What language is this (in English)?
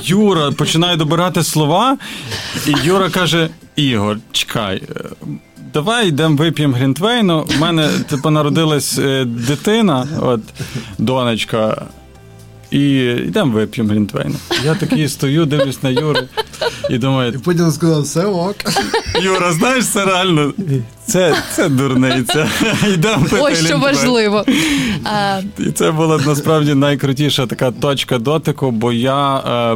Ukrainian